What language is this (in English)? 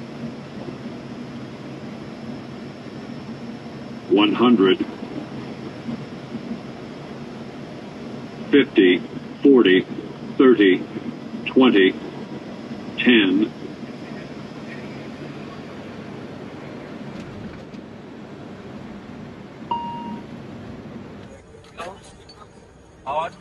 Bangla